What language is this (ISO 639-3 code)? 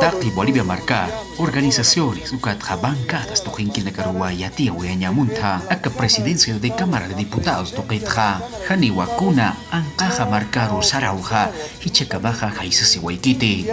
aym